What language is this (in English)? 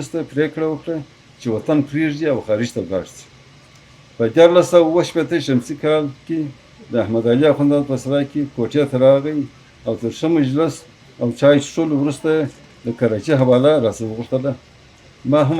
Pashto